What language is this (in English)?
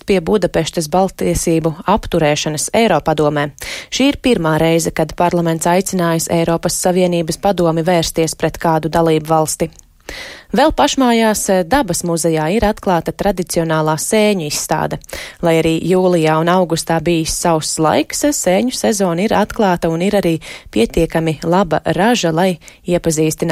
Latvian